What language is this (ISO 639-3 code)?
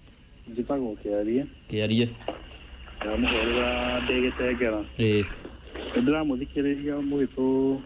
kik